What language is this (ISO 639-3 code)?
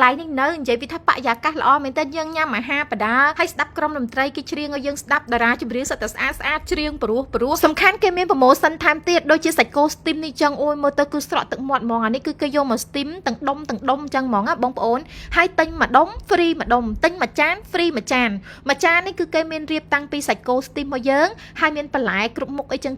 khm